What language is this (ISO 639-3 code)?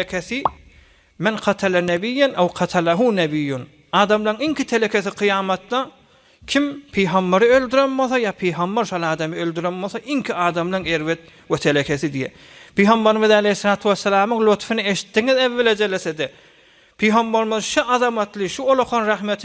tuk